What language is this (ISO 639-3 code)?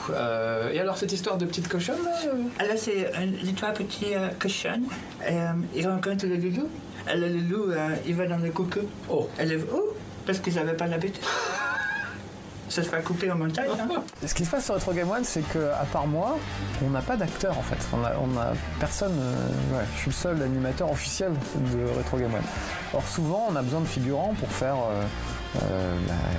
fra